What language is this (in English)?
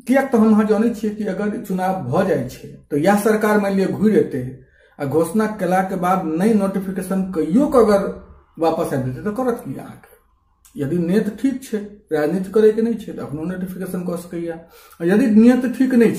Maithili